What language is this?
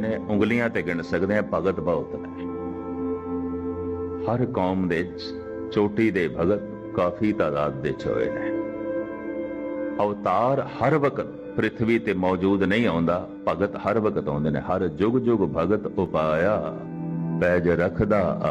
Punjabi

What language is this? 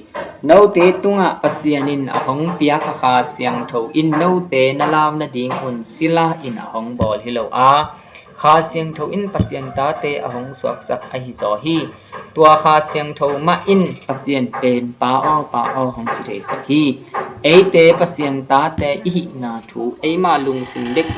Tedim Chin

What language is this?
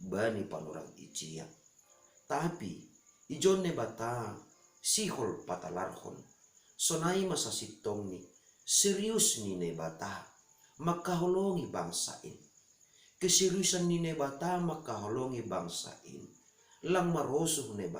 Batak Simalungun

